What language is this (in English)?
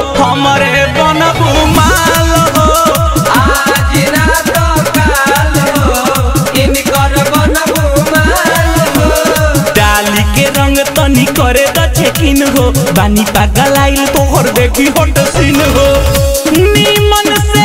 Bhojpuri